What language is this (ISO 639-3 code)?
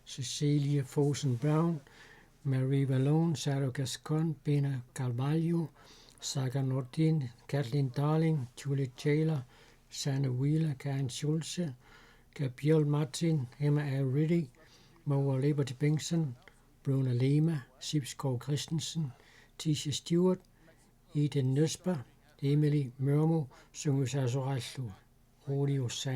kal